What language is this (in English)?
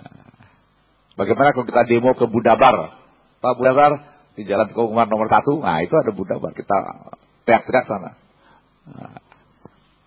Indonesian